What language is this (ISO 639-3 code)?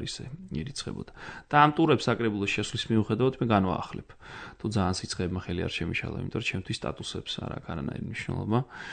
kat